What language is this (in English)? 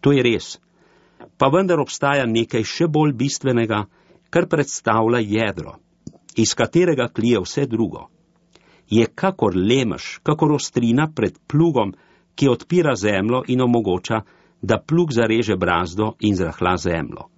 Slovenian